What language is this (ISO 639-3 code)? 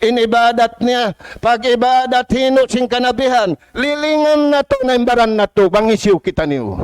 tsg